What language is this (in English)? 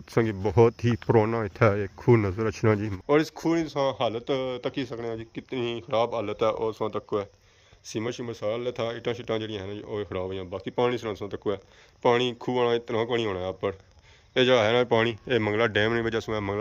Pahari-Potwari